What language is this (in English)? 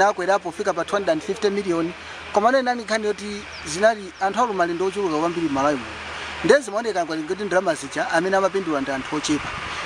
Nyanja